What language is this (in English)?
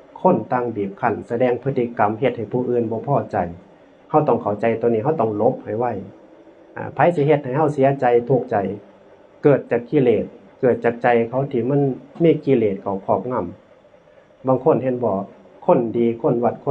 Northeastern Thai